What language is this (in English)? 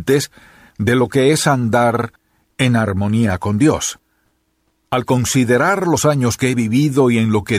Spanish